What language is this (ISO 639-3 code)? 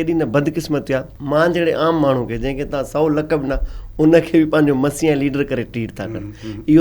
snd